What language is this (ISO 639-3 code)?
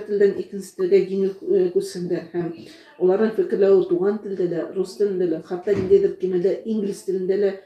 bak